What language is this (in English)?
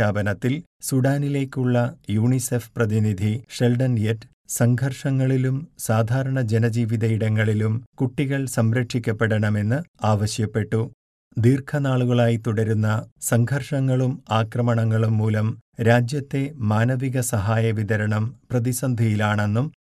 Malayalam